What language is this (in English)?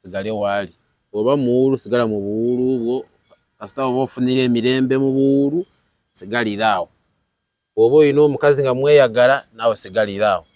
Ganda